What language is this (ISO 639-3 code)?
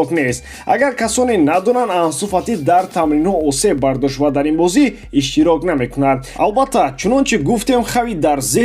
tgk